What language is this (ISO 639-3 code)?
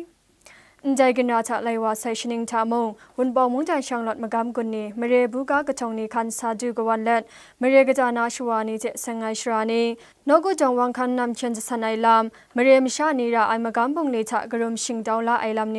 kac